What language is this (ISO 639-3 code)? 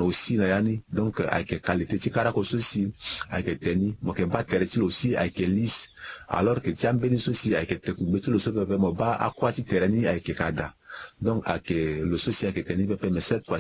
sag